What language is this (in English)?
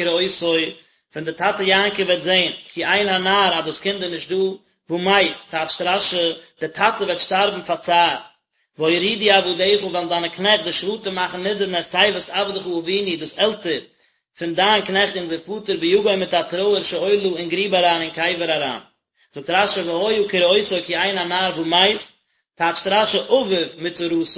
Yiddish